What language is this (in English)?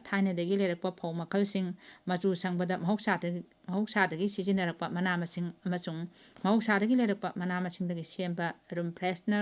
Manipuri